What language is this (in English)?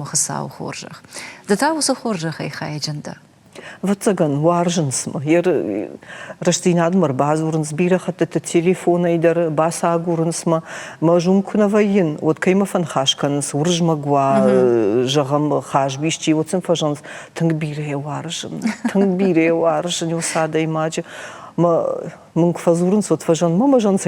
Ossetic